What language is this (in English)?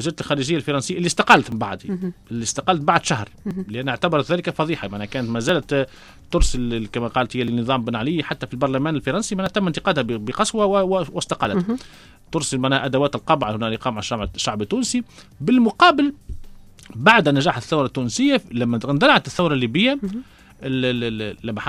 Tunisian Arabic